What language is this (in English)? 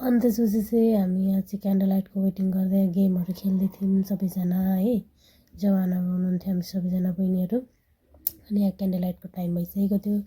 Nepali